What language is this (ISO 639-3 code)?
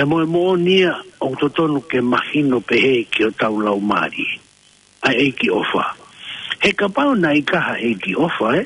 ton